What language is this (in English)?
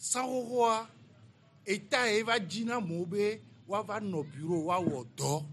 Gen